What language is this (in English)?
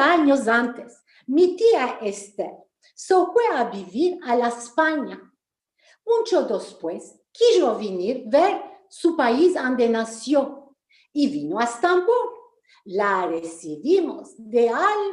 Ladino